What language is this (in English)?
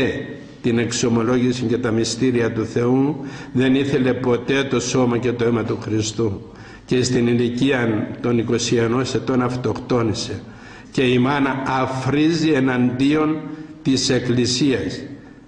Greek